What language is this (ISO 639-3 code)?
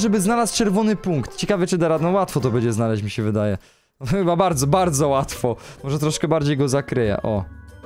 pol